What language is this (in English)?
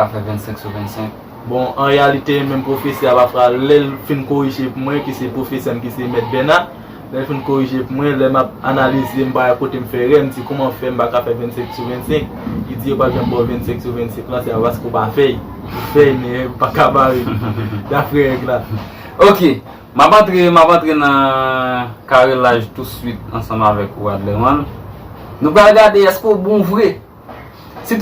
Haitian Creole